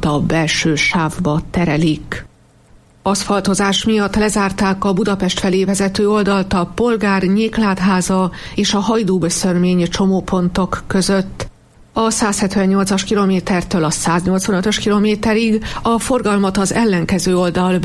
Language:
Hungarian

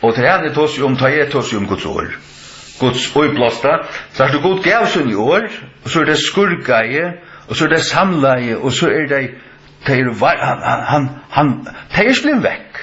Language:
Faroese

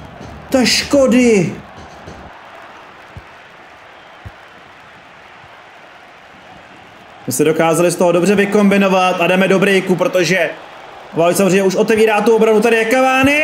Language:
Czech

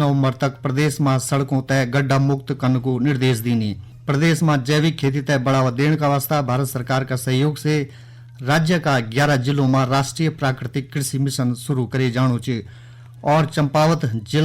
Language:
Garhwali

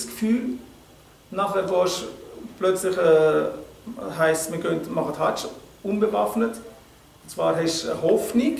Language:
Swiss German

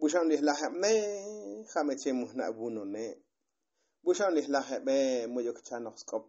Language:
Tzotzil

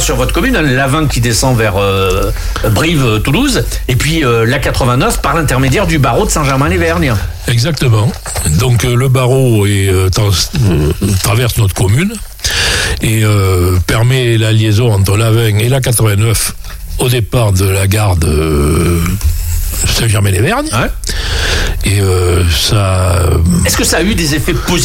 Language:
French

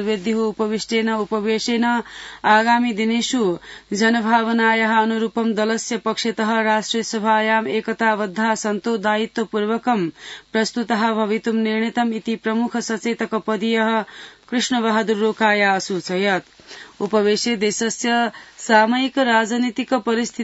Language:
Sanskrit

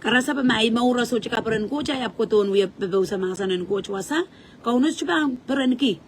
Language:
Pohnpeian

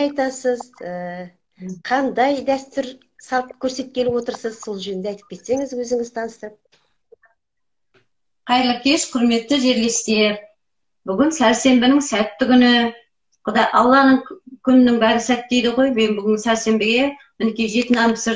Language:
Kazakh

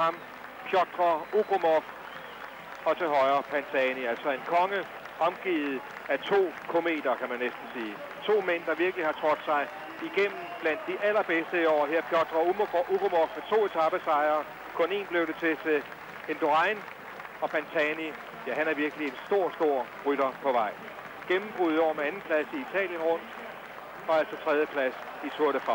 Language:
Danish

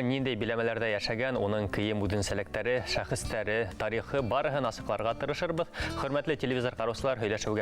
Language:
Bashkir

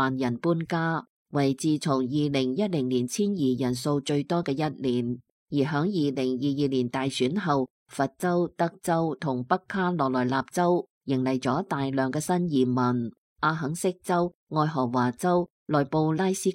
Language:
Cantonese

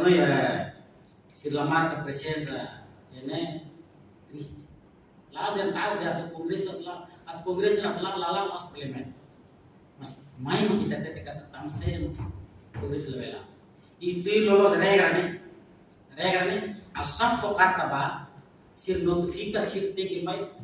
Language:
Tetum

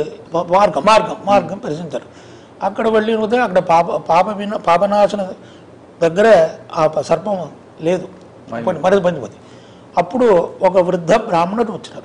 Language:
Telugu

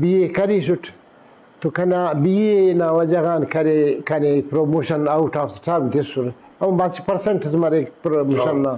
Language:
Brahui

